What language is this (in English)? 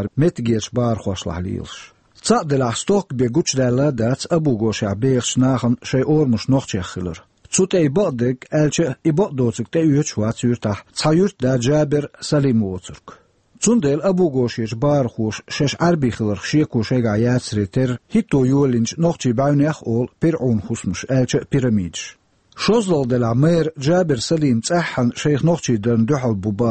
Chechen